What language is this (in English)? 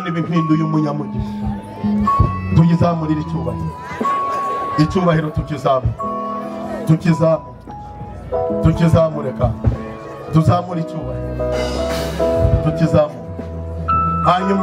Kinyarwanda